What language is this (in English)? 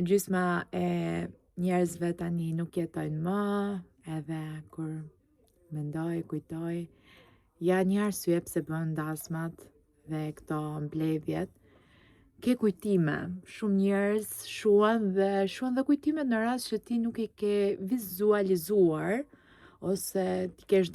Albanian